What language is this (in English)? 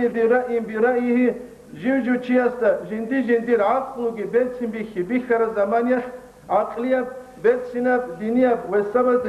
Avaric